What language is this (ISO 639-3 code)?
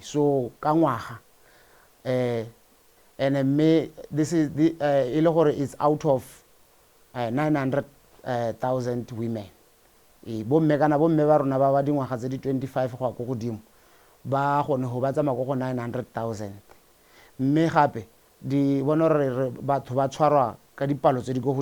tsn